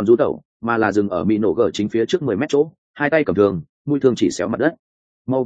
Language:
Vietnamese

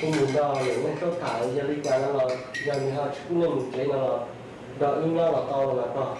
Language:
Hmong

